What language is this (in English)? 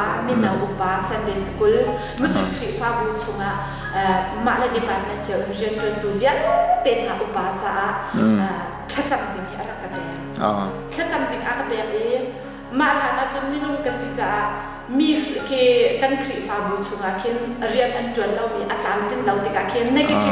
Hakha Chin